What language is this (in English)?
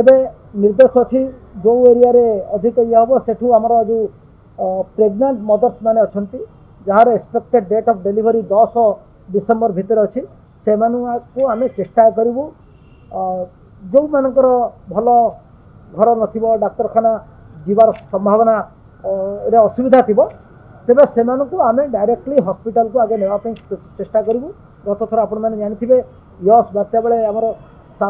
Odia